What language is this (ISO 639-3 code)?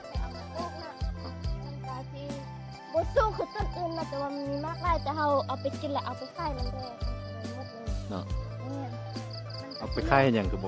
lao